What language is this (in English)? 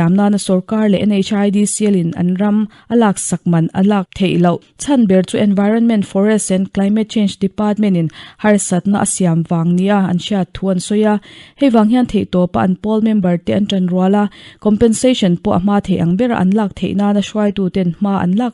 Mizo